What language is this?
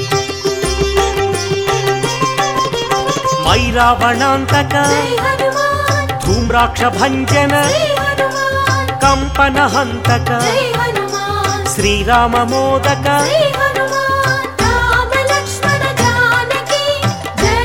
Telugu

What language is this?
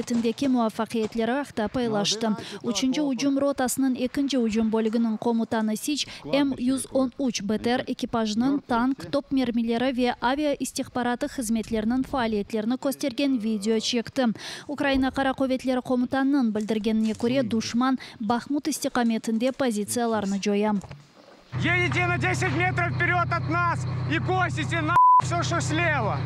Crimean Tatar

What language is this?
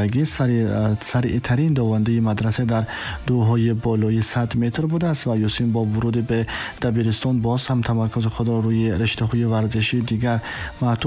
Tajik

